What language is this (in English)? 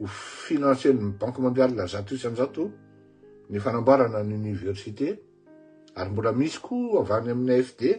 Malagasy